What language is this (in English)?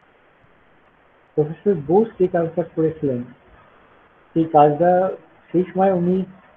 Bangla